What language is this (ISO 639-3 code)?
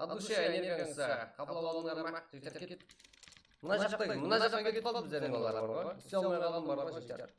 kaa